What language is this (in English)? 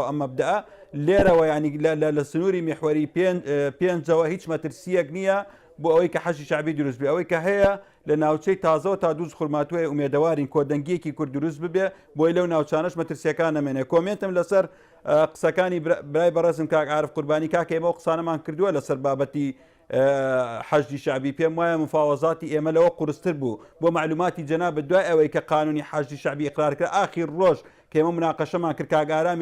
Central Kurdish